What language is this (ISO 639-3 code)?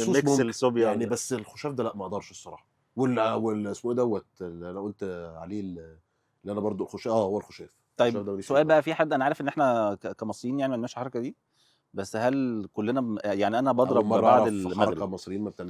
arz